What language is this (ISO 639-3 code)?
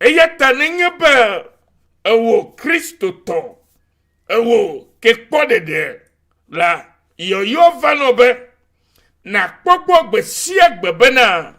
ewe